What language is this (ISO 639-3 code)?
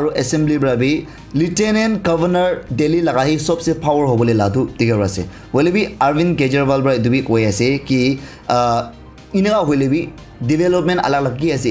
nag